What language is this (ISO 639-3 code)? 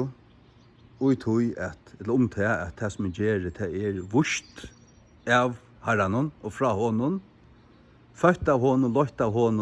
fao